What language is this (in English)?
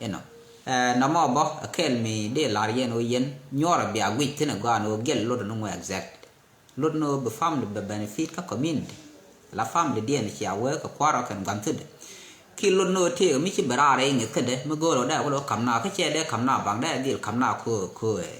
Nuer